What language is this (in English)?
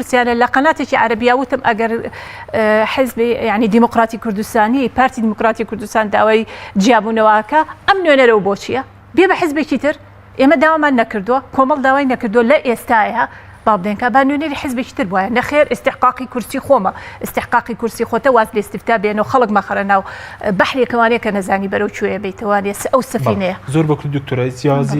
Central Kurdish